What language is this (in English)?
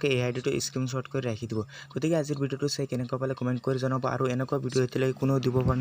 Assamese